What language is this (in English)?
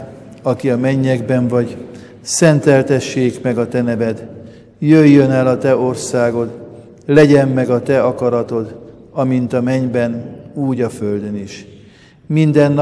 Hungarian